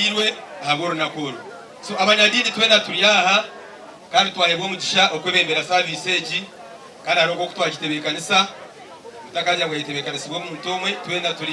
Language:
Nyankole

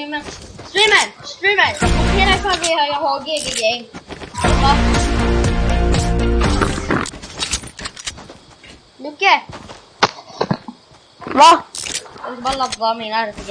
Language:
Swedish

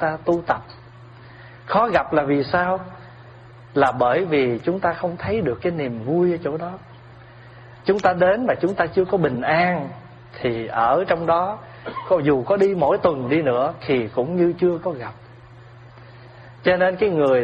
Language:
Vietnamese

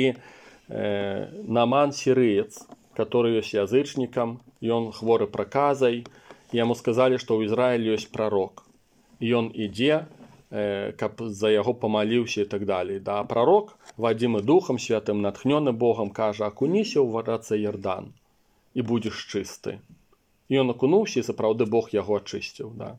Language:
Belarusian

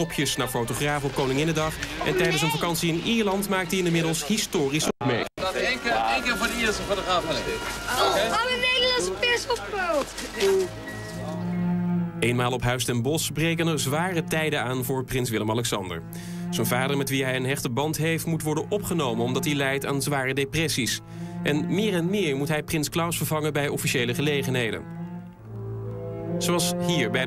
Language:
Dutch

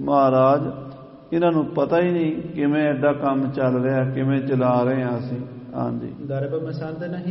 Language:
Punjabi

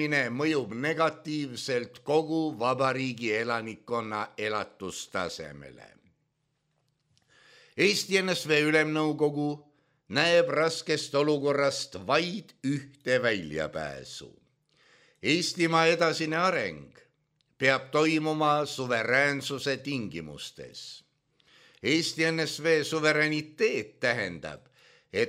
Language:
Estonian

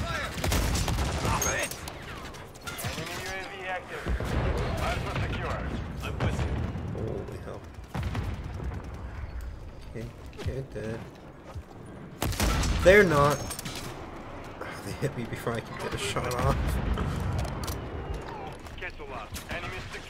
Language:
English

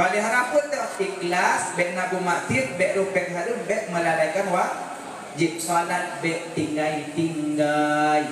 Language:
Achinese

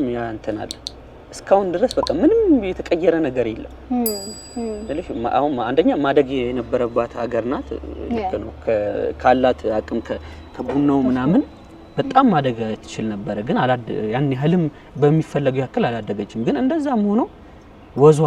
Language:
Amharic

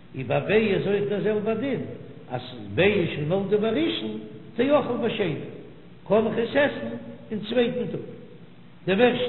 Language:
Yiddish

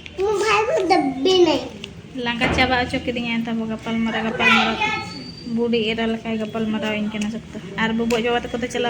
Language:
Santali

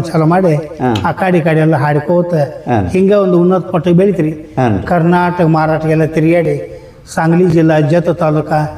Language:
Kannada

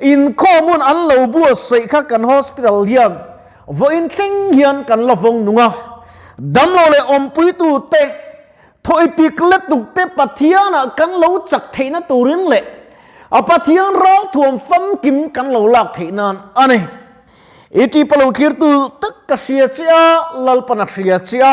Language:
Mizo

